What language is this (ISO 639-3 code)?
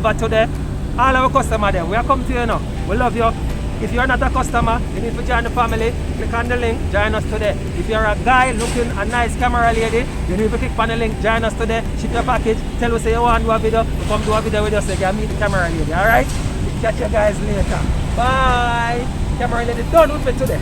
jam